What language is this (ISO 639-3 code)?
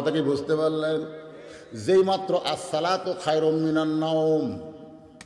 ben